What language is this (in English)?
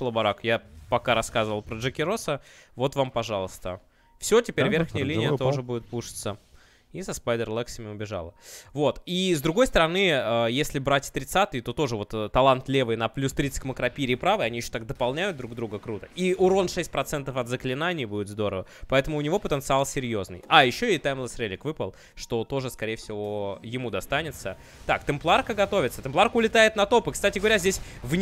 Russian